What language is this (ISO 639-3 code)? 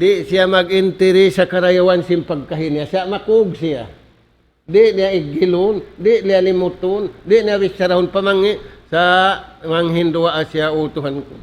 tsg